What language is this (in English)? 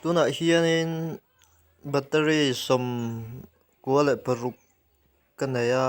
Mizo